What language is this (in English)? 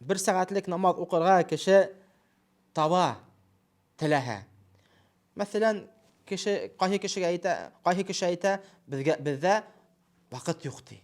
Bashkir